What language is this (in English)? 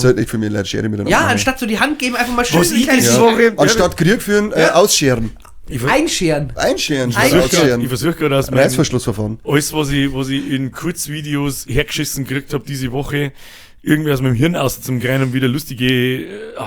Bavarian